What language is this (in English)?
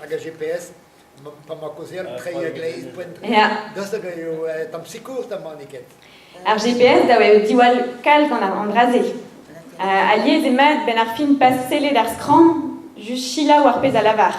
Breton